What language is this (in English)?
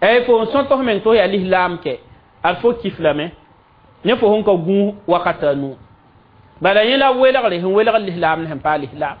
Mossi